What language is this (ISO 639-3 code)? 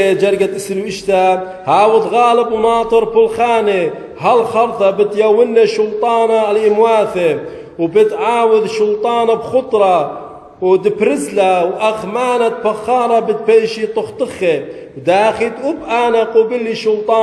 aii